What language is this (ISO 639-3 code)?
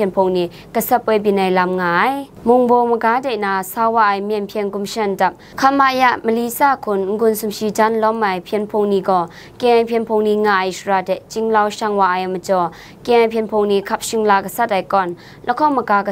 kac